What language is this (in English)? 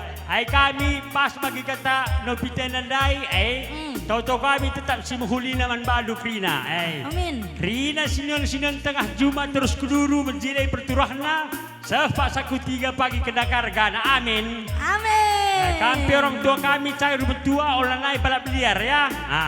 Batak Karo